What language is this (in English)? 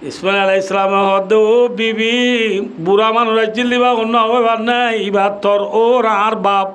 Rohingya